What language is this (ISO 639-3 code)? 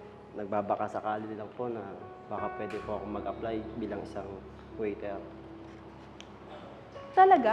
fil